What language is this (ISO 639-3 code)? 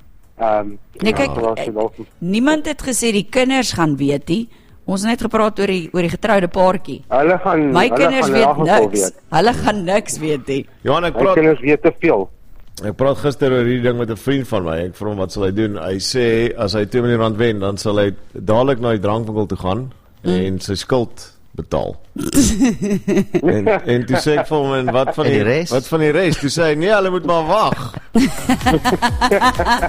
afr